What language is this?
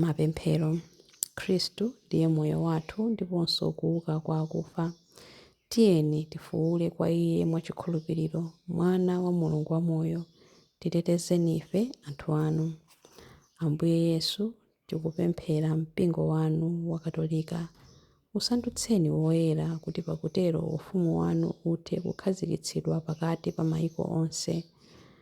Nyanja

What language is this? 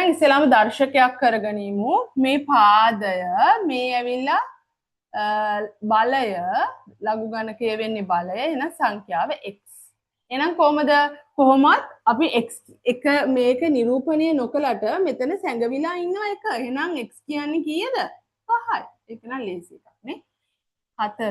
Sinhala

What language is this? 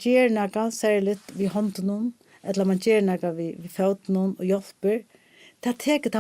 Faroese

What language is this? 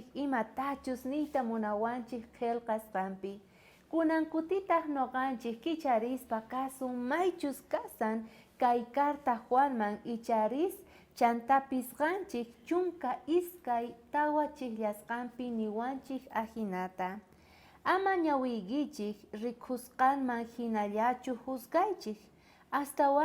South Bolivian Quechua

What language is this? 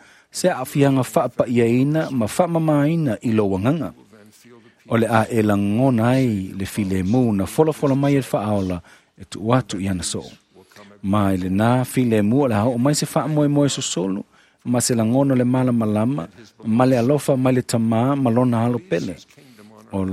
Samoan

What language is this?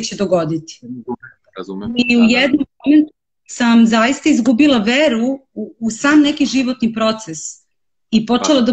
Serbian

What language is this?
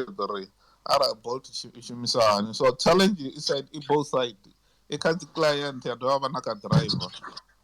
Venda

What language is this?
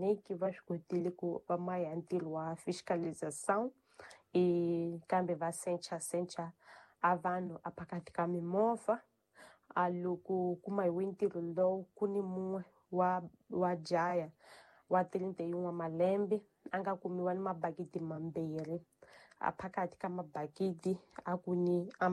Tsonga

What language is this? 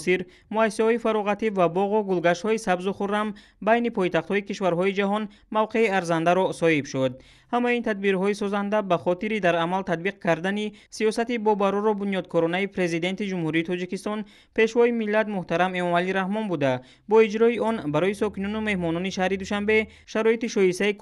Tajik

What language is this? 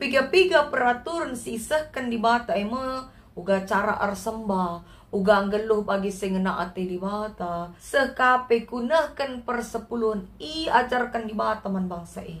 Batak Karo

